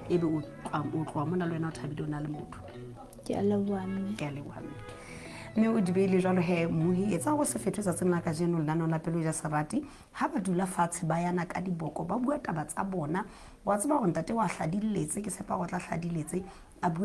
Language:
Southern Sotho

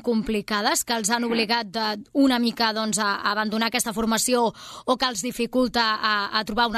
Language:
Catalan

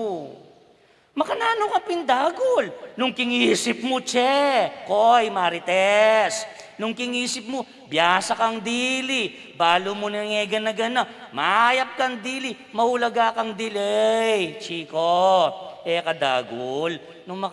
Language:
Pampanga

